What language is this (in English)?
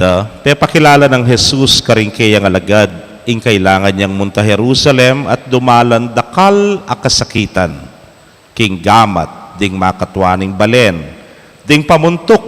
Pampanga